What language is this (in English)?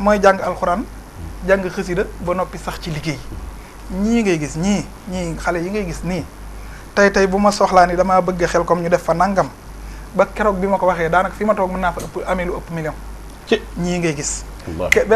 Wolof